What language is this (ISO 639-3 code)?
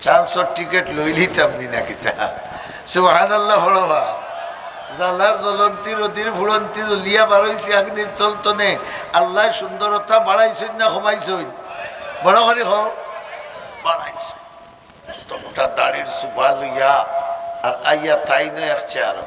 syl